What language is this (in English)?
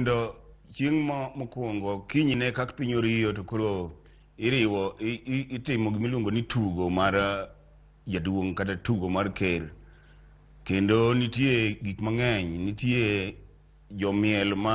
Luo (Kenya and Tanzania)